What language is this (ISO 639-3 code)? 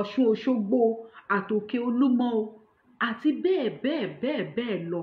yor